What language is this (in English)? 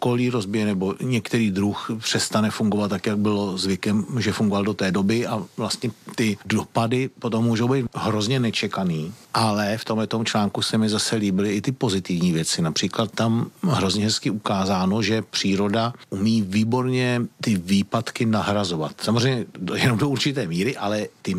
Czech